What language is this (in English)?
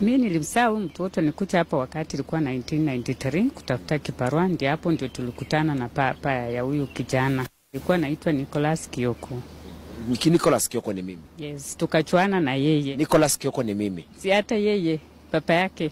Swahili